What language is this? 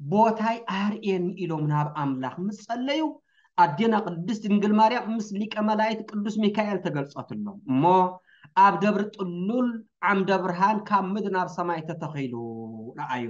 Tigrinya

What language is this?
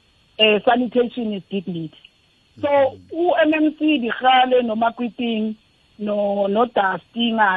South Ndebele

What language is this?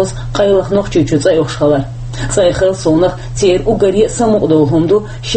Chechen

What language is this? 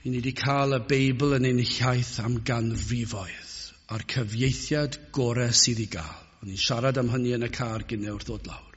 Welsh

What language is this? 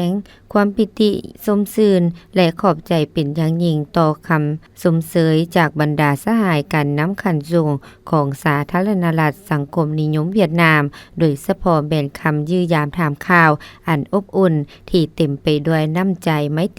Lao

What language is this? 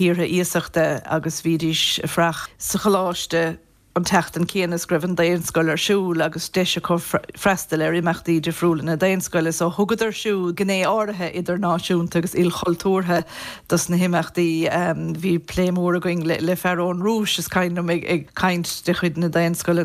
Irish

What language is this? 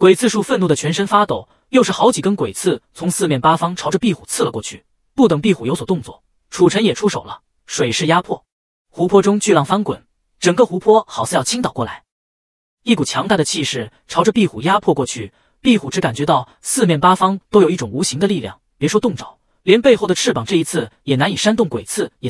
Chinese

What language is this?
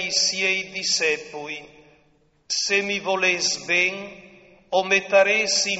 Friulian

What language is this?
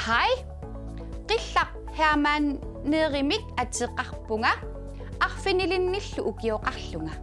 Kalaallisut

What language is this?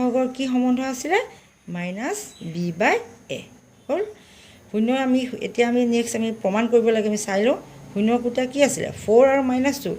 Assamese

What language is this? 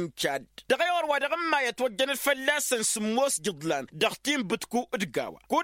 Tamasheq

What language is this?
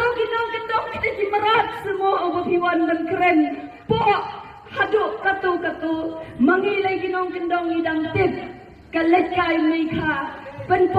Khasi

